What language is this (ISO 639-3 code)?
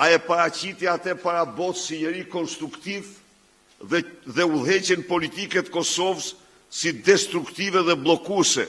sqi